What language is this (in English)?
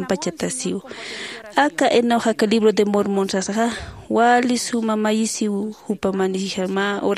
Aymara